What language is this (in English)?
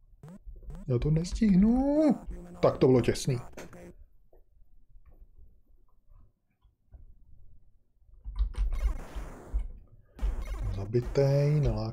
Czech